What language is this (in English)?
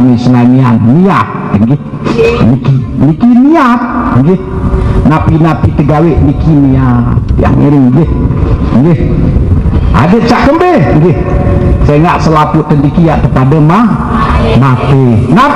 Sasak